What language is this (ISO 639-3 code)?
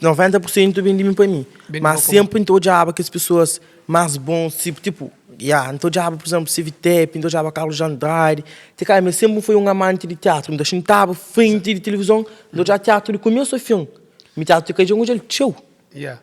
kea